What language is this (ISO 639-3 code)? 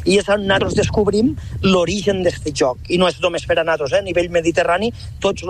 cat